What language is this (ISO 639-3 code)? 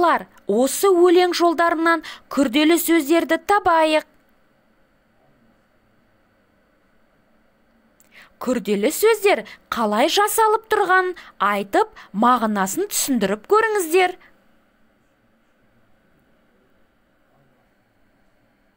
kaz